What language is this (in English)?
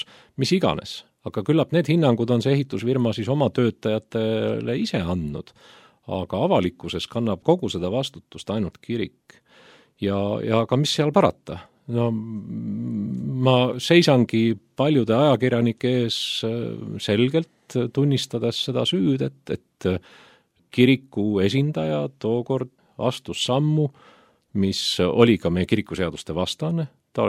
Estonian